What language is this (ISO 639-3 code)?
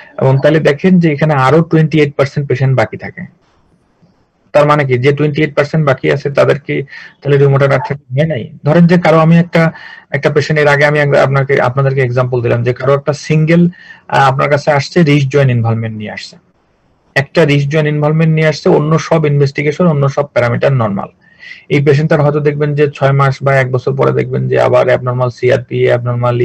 ben